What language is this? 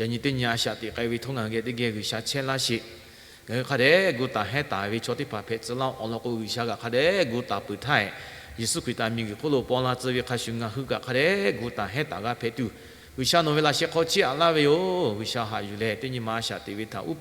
Lahu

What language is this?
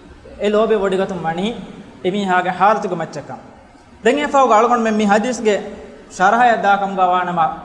Divehi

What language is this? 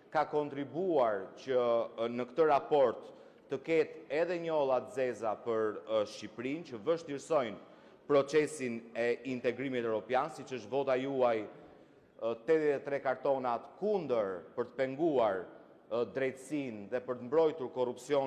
Albanian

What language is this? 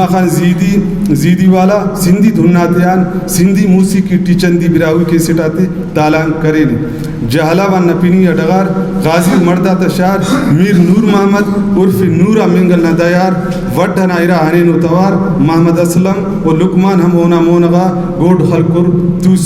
Brahui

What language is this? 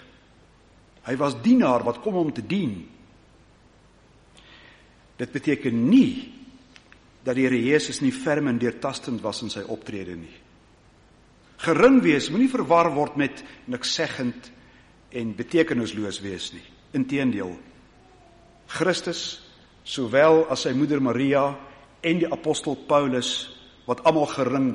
Afrikaans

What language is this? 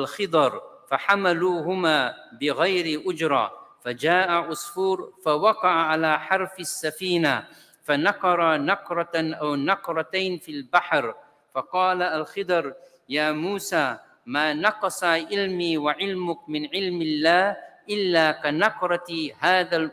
Arabic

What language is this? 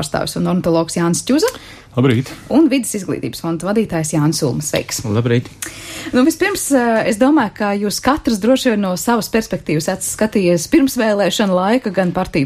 Latvian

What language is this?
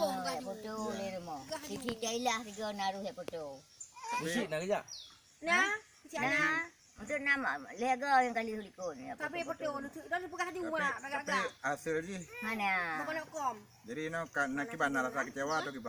Achinese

